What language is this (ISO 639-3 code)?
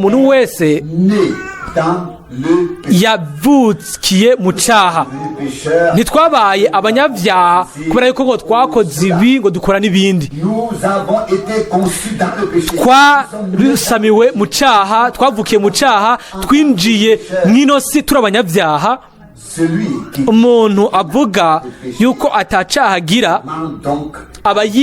run